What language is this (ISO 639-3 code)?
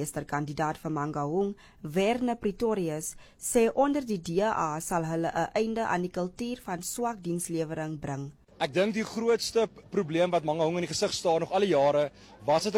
afr